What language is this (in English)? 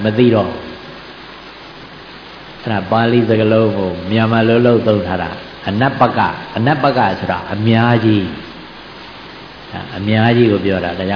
Burmese